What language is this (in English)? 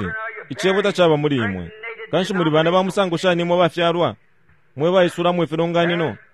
Bemba